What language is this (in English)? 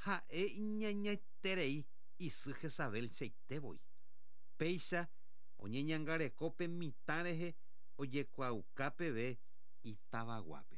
Guarani